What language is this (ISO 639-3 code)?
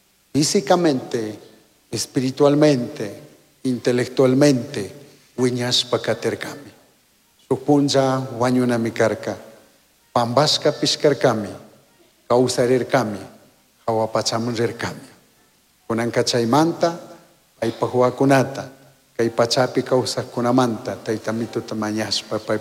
qug